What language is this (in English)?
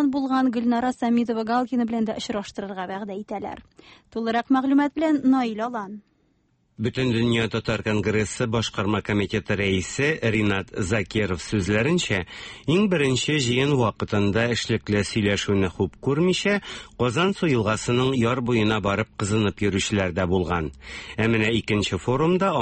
Tatar